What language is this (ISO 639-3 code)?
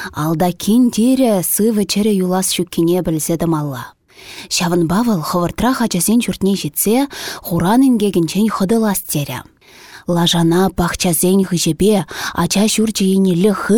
chv